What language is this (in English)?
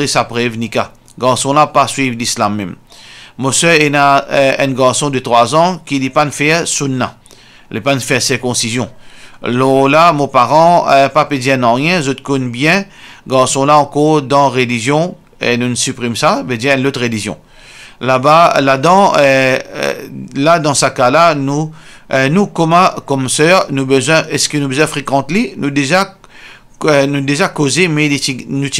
Morisyen